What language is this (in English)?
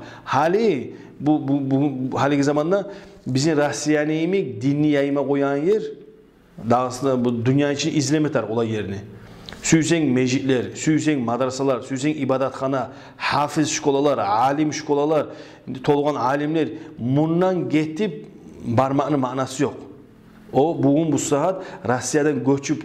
Kumyk